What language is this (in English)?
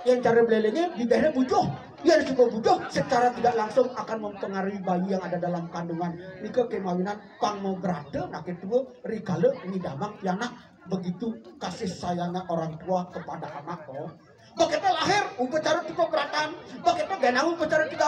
Balinese